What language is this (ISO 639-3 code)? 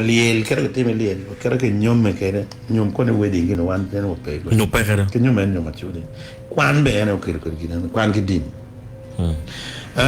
ach